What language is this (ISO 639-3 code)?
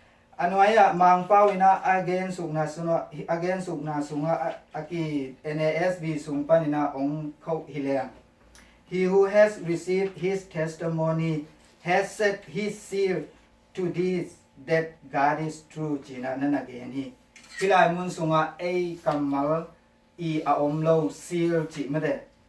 ctd